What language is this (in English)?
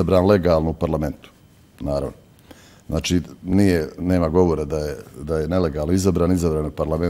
Bosnian